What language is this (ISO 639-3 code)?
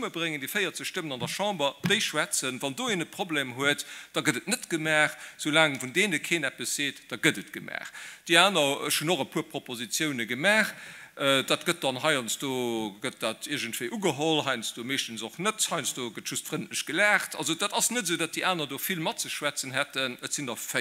ltz